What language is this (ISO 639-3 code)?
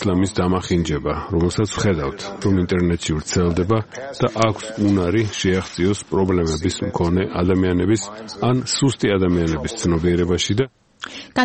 kat